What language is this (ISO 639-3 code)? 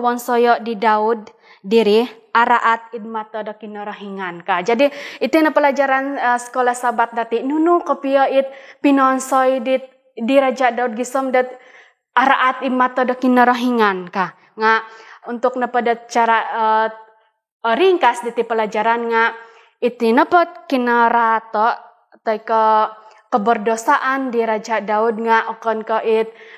dtp